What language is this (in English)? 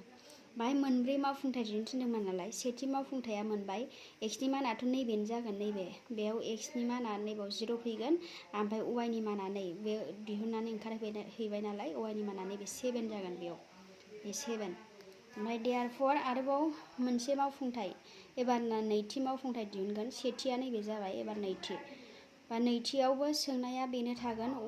Bodo